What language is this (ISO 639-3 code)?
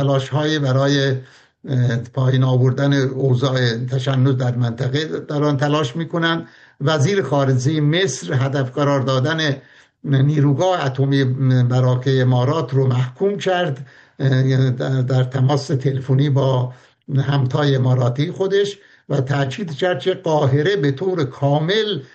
fas